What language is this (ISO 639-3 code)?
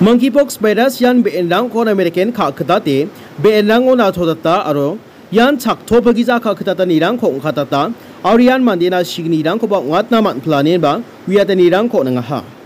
grt